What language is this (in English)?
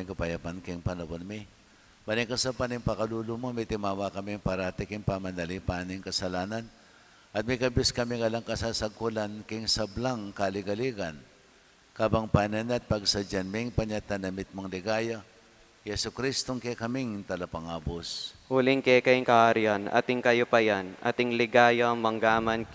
Pampanga